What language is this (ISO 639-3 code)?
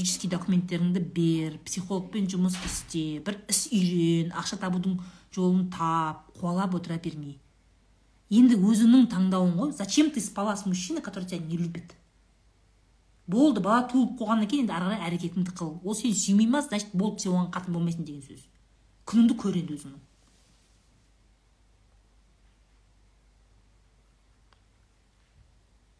kaz